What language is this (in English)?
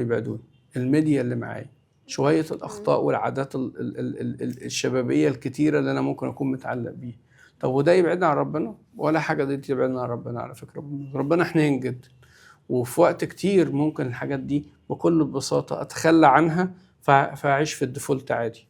Egyptian Arabic